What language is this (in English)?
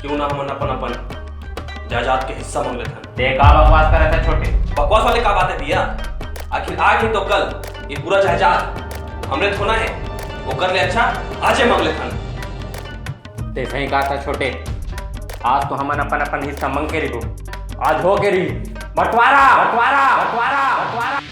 Chhattisgarhi